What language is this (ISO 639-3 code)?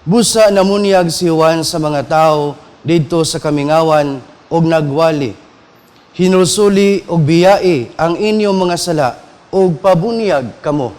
ceb